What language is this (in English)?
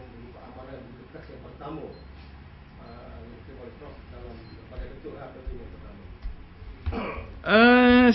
Malay